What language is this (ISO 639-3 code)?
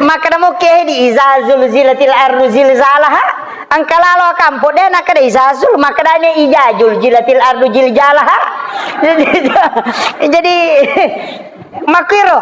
bug